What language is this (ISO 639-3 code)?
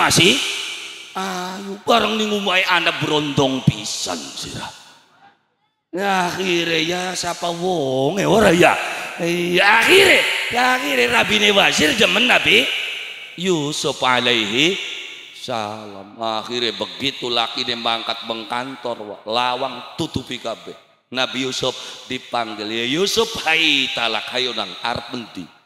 jav